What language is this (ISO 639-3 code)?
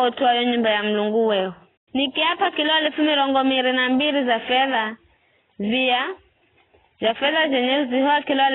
nyf